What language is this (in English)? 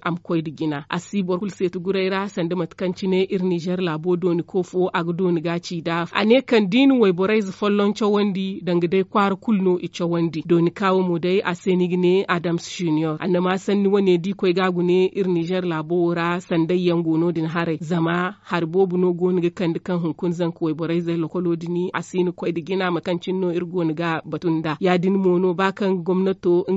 Zarma